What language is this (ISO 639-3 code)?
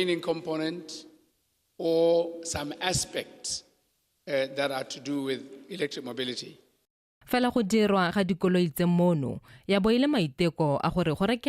tsn